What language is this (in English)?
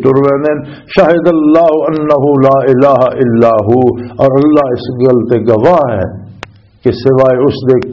Western Panjabi